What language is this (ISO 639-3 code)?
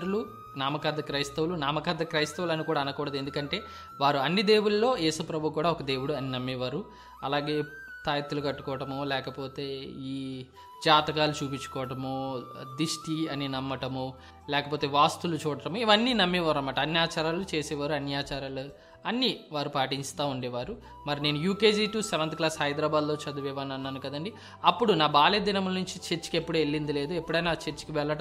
tel